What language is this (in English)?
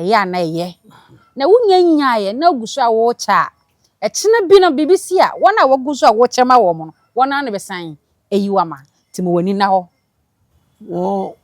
Akan